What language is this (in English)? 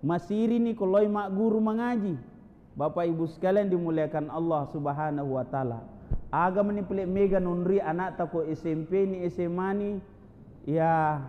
Buginese